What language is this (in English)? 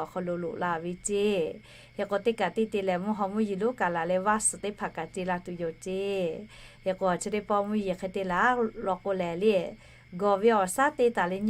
Lahu